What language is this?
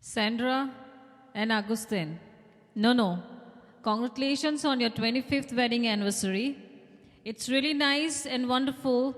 Konkani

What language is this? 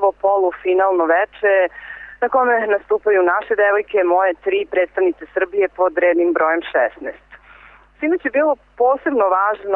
Serbian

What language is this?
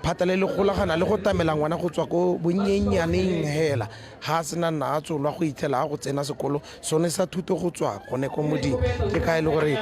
Tswana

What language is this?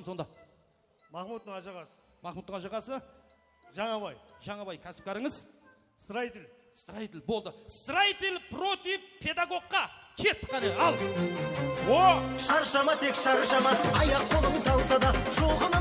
Kara-Kalpak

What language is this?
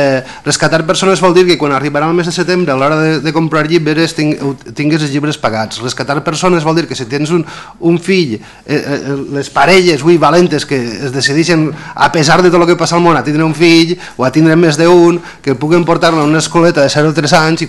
Catalan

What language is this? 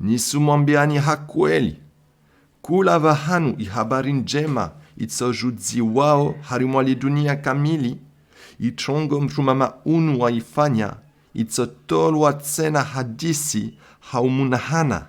Comorian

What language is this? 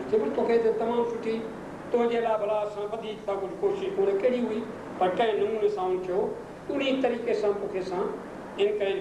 Sindhi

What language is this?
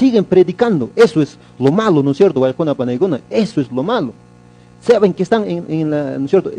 Quechua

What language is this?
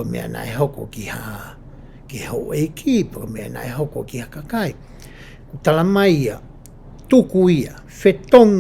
Tongan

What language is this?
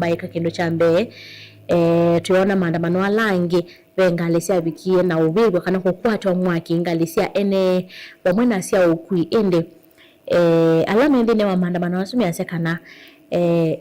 Kamba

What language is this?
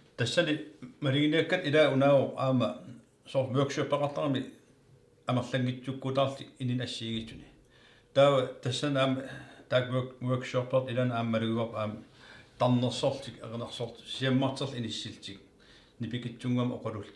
Kalaallisut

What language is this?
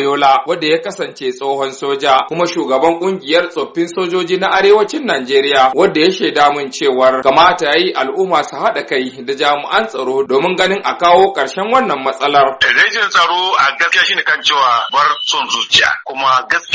Hausa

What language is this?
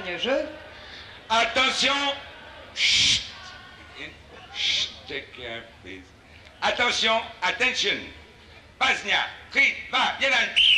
Serbian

